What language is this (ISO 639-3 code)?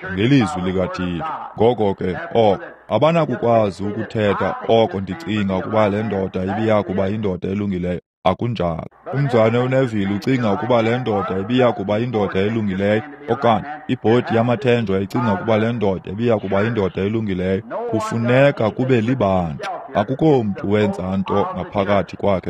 xho